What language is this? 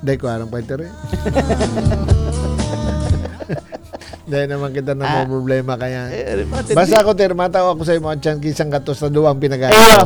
Filipino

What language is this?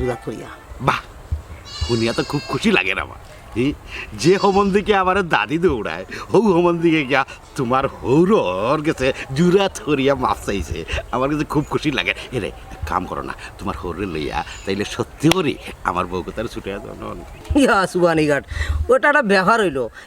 Sylheti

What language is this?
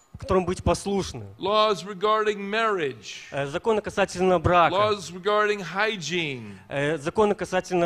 Russian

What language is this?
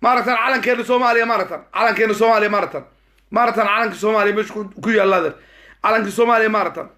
Somali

